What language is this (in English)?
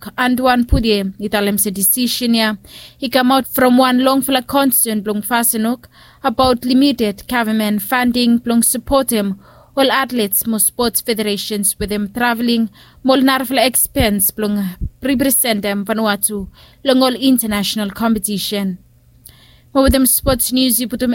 Bislama